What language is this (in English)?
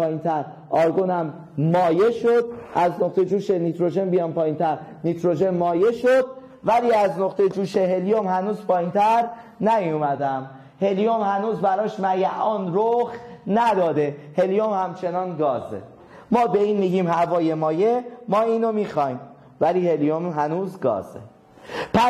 Persian